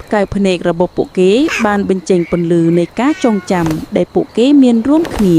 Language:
Khmer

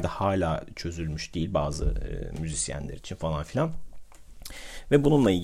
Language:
Turkish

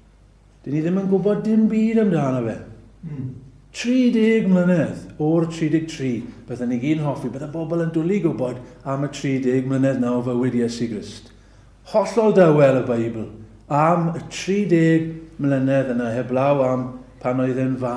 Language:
Welsh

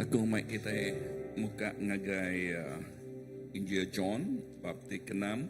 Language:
Iban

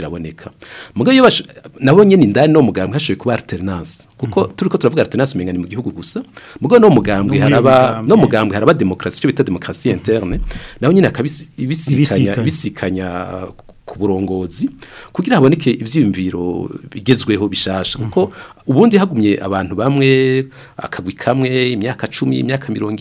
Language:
Rundi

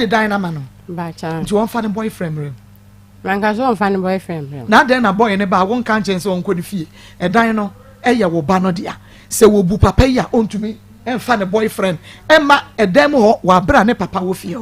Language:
Akan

